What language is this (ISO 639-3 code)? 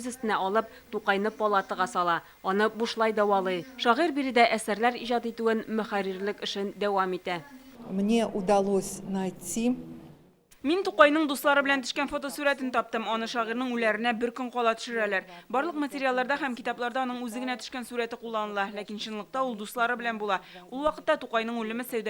tat